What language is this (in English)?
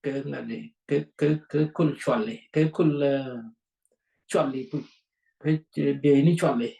Nuer